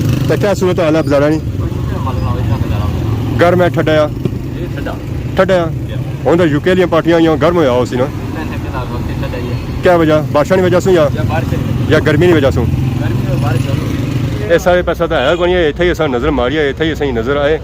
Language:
Pahari-Potwari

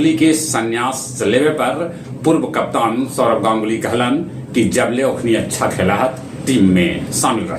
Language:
Magahi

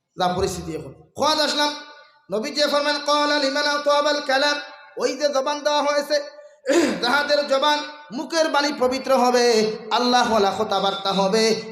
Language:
Sylheti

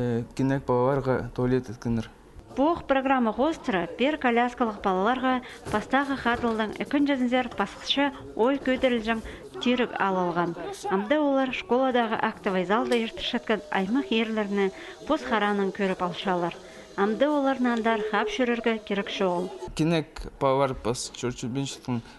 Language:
Khakas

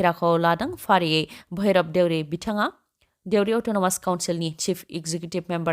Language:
Bodo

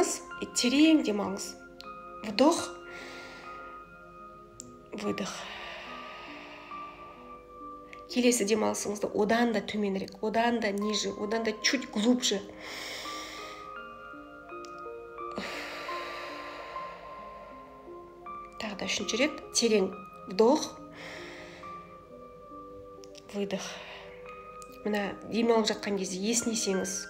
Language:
Kazakh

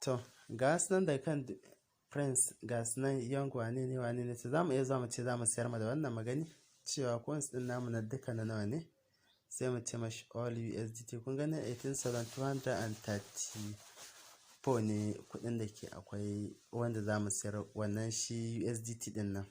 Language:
Hausa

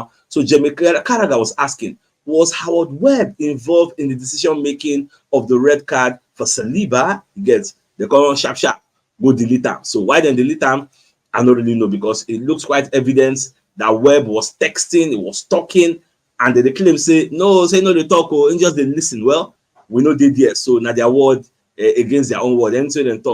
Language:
Nigerian Pidgin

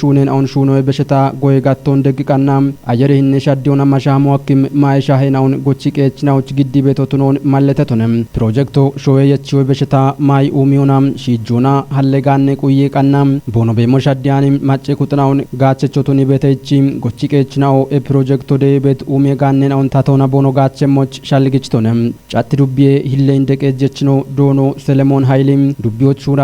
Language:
Kafa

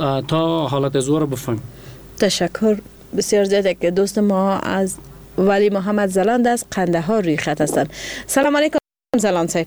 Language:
Persian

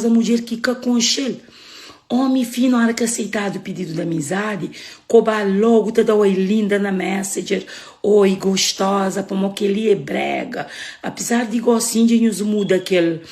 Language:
Kabuverdianu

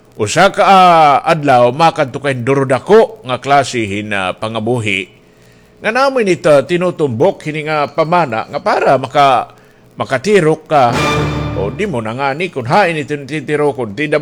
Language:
Waray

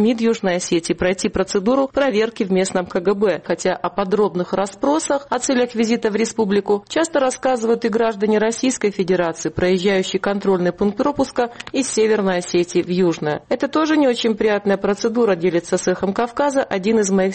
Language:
Russian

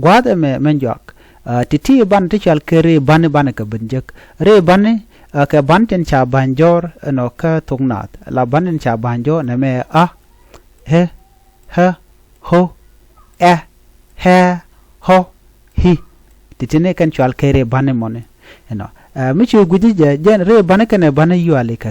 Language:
Nuer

